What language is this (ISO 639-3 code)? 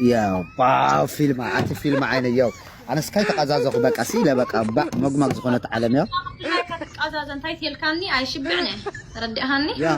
tir